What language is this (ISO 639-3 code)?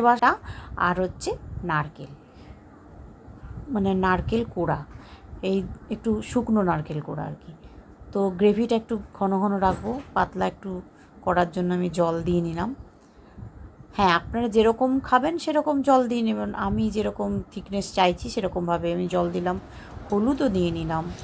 ben